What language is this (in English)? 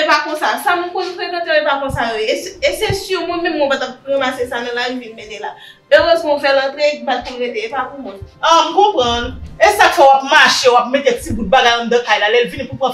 Haitian Creole